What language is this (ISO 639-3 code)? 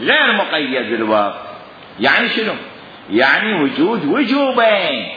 acm